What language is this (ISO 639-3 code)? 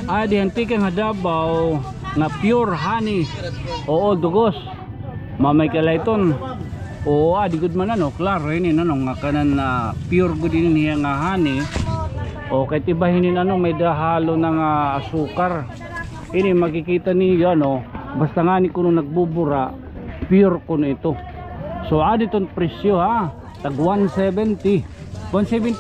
war